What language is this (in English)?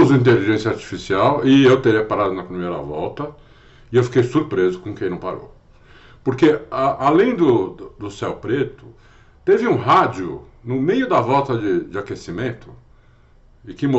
Portuguese